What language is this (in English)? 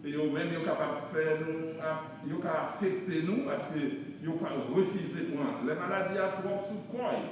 Haitian Creole